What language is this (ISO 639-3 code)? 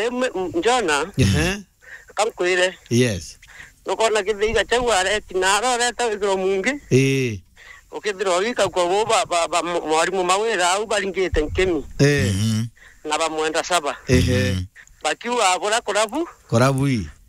mer